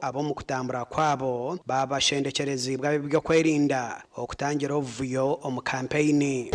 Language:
Nyankole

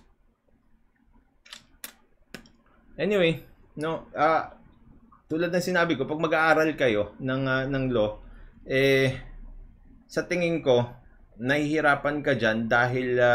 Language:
Filipino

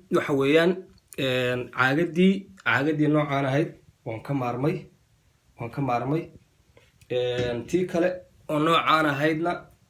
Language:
Somali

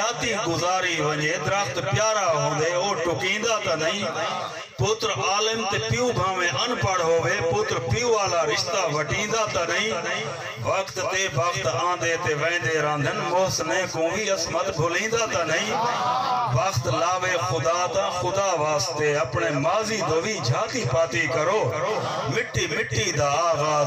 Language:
Saraiki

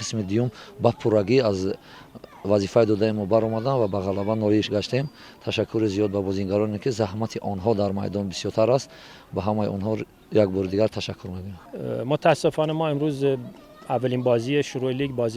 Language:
Tajik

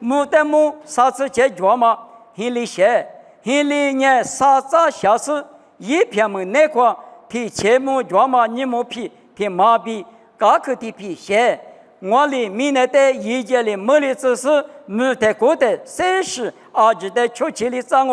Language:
Lisu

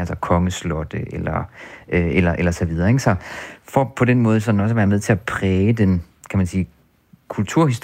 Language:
Danish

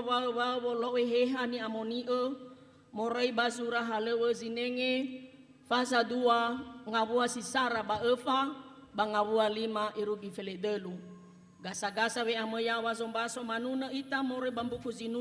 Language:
Nias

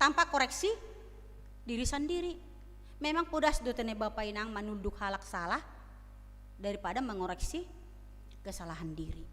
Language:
Batak Simalungun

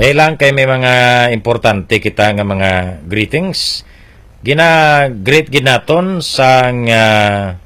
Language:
Hiligaynon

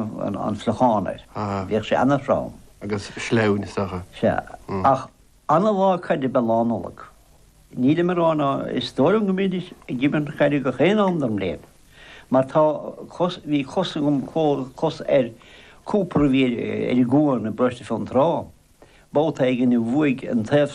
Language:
Irish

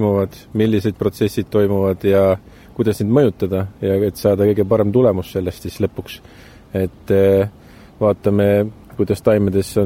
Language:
Estonian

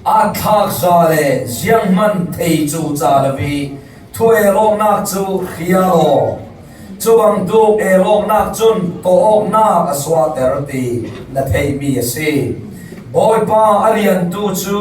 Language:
Falam Chin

